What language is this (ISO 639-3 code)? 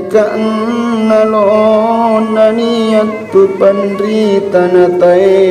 mak